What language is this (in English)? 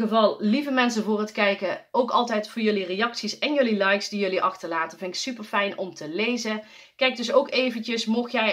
Dutch